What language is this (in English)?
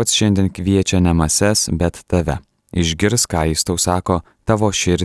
Lithuanian